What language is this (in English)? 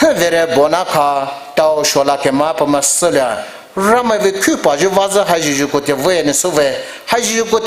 Poumei Naga